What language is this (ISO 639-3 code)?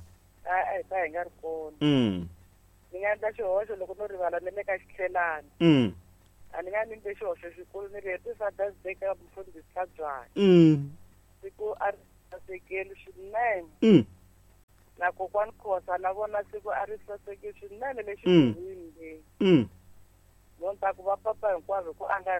tso